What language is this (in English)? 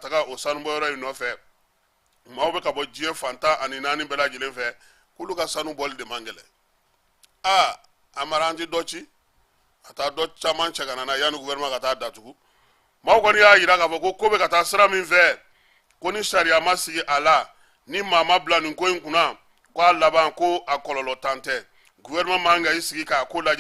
Bambara